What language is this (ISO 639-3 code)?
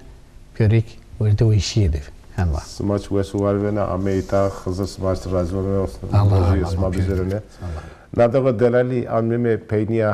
zza